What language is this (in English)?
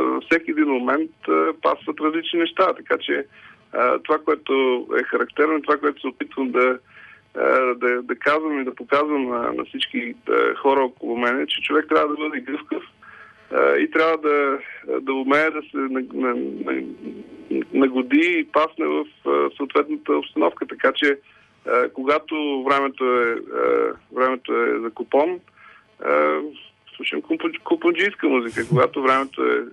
Bulgarian